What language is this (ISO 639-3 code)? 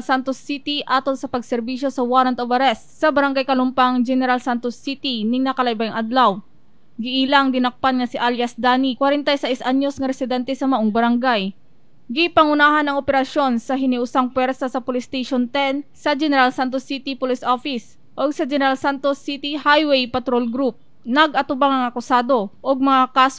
ceb